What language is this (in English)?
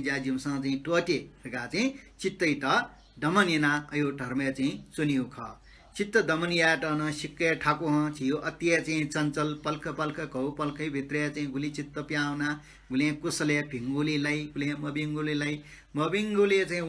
Newari